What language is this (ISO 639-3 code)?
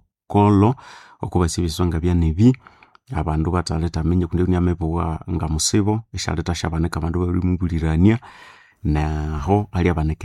nnb